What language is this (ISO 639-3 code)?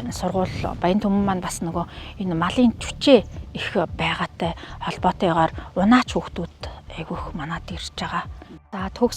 mon